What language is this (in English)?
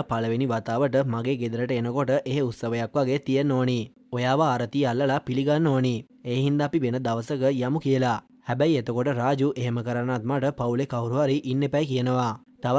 Sinhala